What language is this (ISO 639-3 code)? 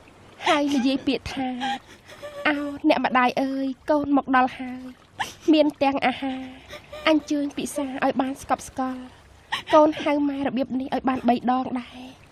khm